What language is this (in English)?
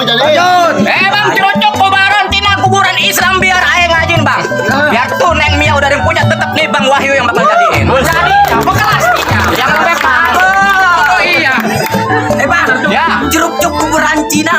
Betawi